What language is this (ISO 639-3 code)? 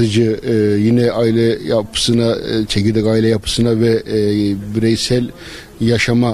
tur